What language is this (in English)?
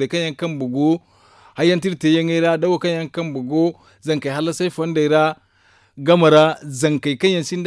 Zarma